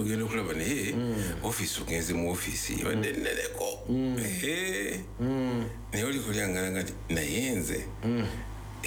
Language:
Ganda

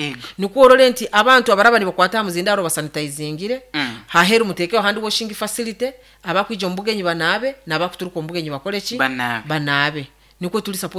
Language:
Nyankole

